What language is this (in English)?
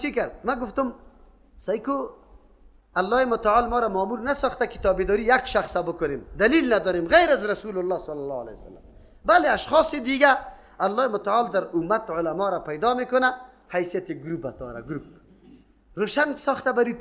Persian